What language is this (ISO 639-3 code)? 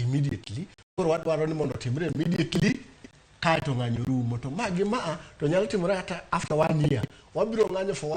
luo